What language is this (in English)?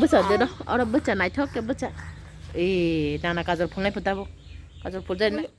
Kok Borok